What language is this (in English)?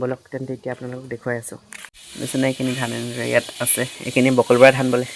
Assamese